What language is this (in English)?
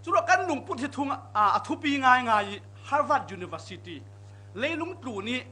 Falam Chin